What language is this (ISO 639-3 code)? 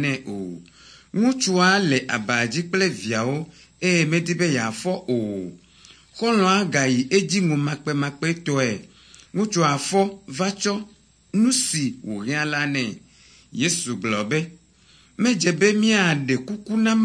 ewe